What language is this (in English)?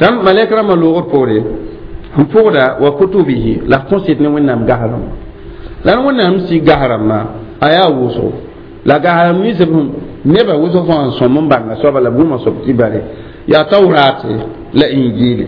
Mossi